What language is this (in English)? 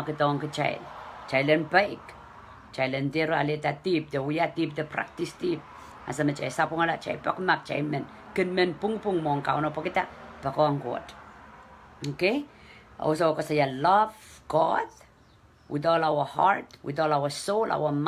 Pohnpeian